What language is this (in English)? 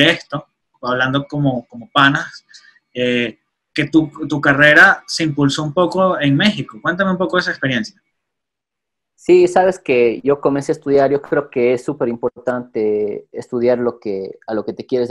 Spanish